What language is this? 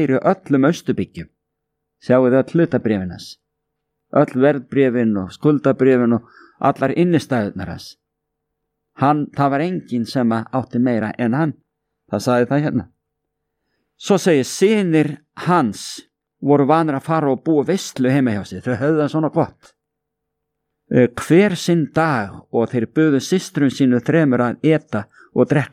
Icelandic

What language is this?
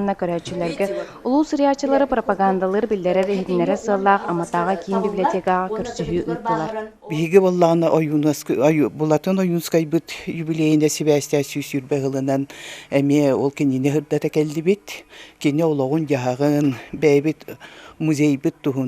Yakut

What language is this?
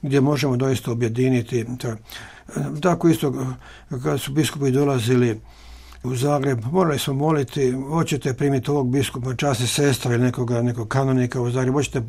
Croatian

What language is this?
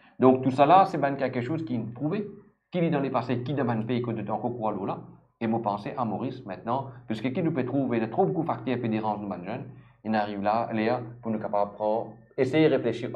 Morisyen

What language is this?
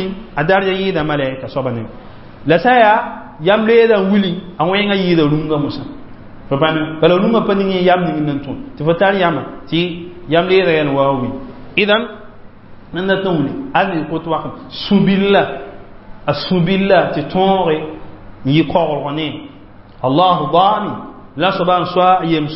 Mossi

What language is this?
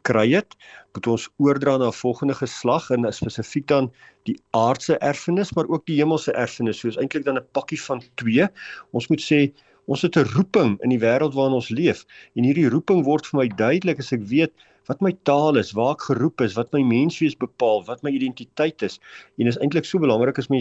Afrikaans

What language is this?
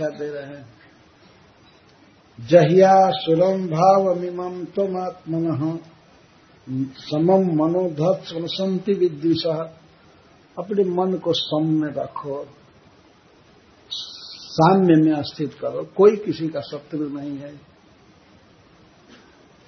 Hindi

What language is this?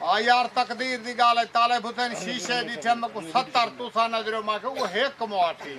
Saraiki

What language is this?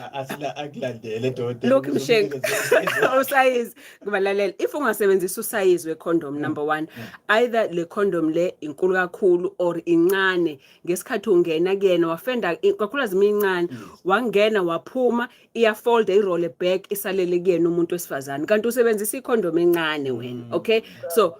Zulu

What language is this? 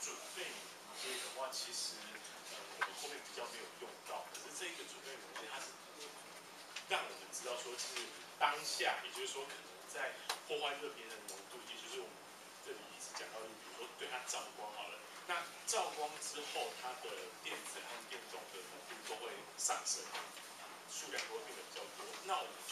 Chinese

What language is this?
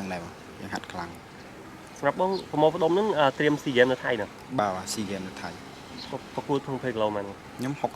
Khmer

